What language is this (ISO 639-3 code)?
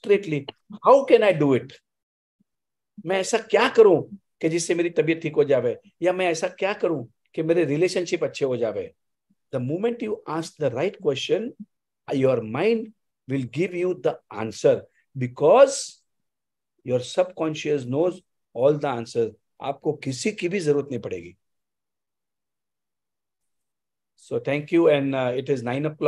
hin